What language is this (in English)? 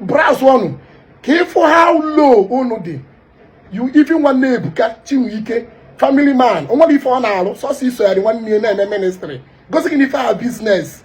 Igbo